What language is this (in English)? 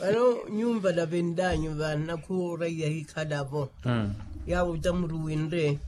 Makhuwa